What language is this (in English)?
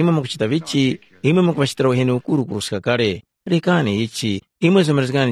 Tumbuka